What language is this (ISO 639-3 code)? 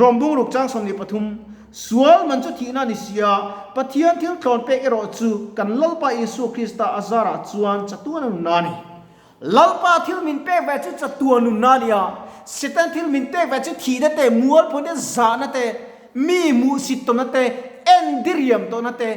lus